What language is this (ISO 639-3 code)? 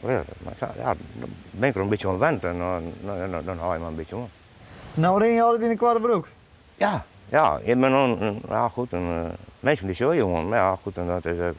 fry